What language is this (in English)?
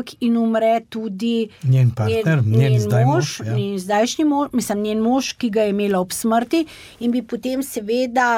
Slovenian